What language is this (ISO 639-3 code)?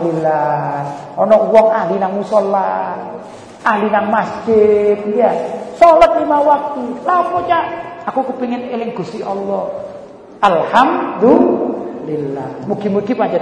jav